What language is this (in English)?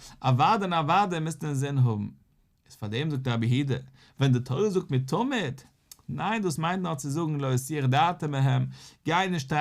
Yiddish